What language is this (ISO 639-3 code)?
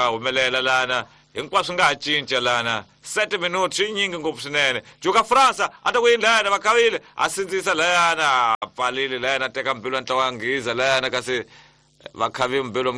tso